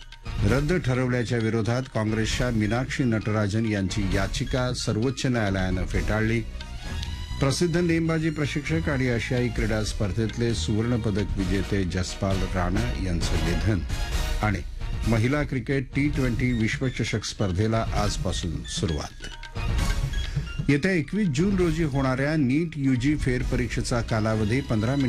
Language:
Marathi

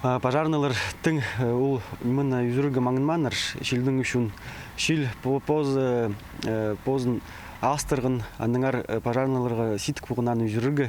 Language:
Khakas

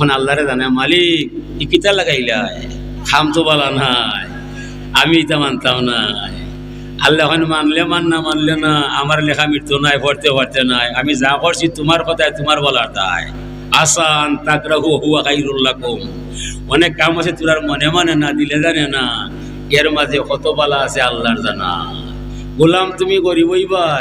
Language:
Sylheti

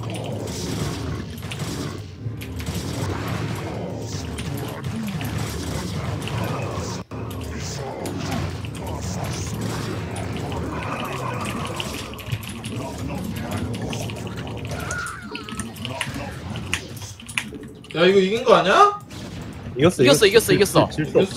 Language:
Korean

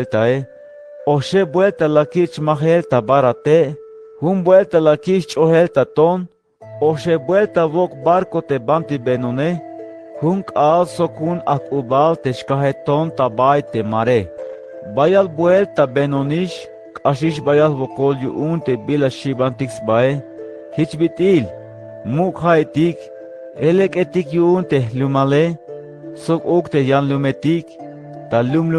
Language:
Tzeltal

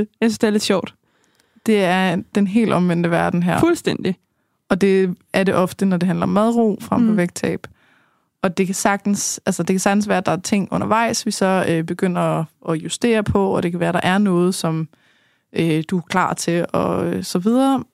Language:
Danish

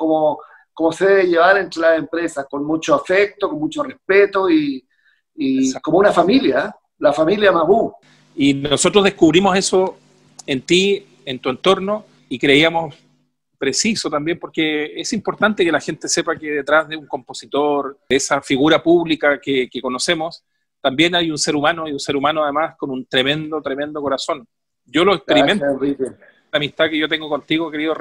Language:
Spanish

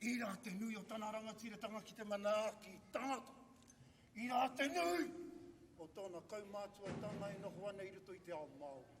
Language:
Māori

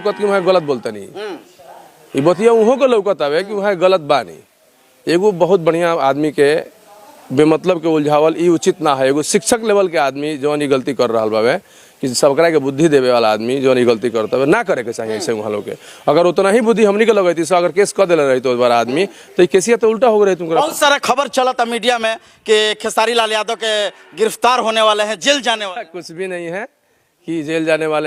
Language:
Bhojpuri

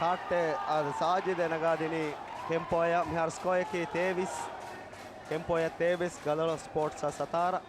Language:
Divehi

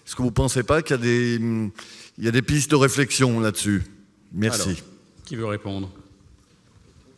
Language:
French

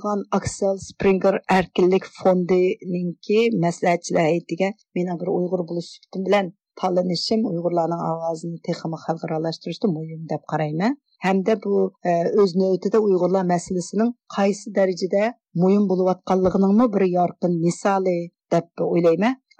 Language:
Uyghur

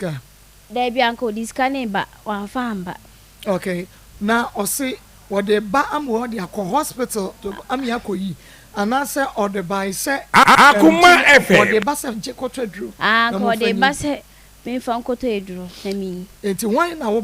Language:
Akan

